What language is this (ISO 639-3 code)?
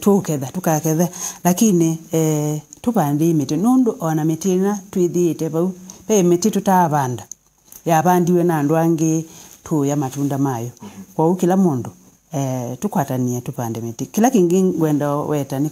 kam